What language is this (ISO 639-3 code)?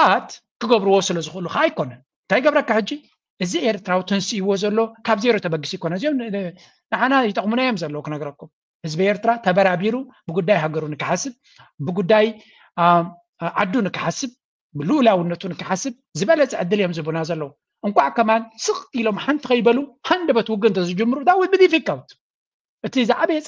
tir